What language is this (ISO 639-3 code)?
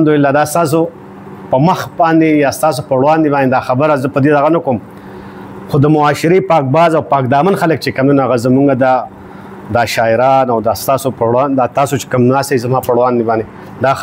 pus